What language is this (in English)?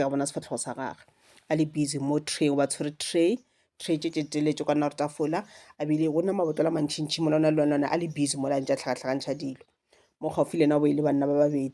Northern Sotho